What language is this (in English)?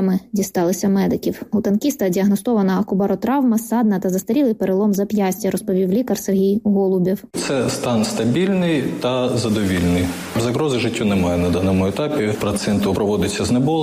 Ukrainian